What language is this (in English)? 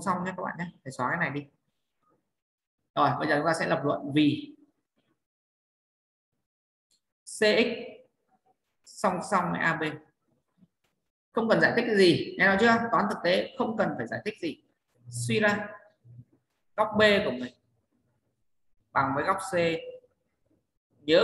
Vietnamese